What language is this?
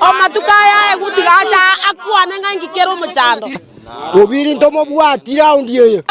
Gusii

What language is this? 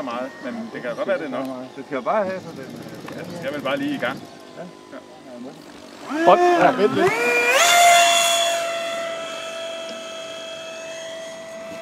Danish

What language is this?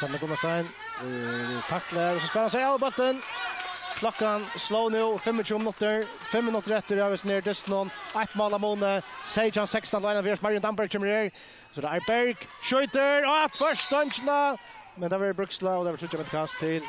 Faroese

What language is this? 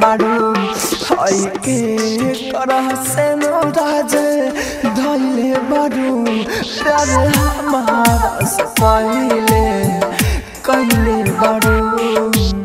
Bhojpuri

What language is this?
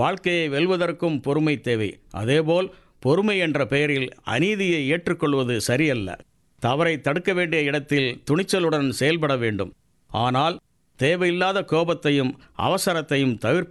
Tamil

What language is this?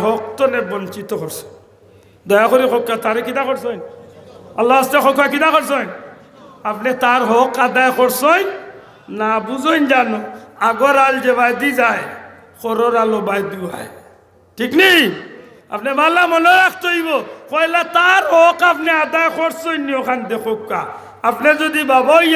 Sylheti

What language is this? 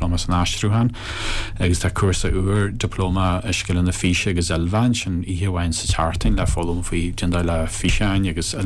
Irish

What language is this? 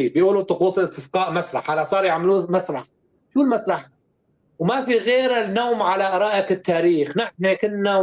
North Levantine Arabic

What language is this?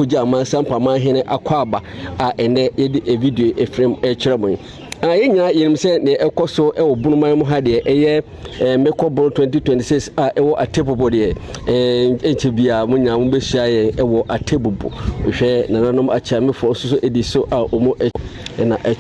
Akan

